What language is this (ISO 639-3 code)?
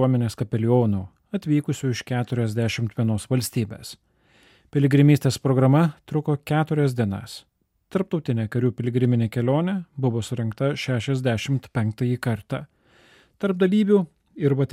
lit